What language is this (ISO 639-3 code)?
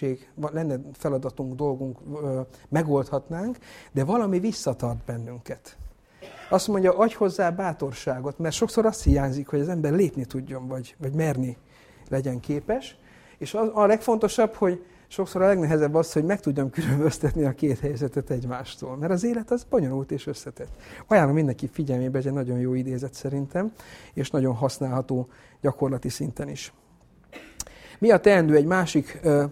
hun